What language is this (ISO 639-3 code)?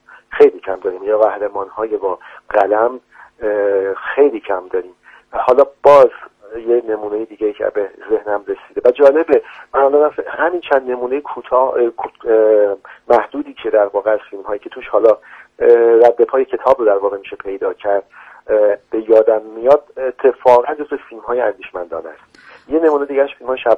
fas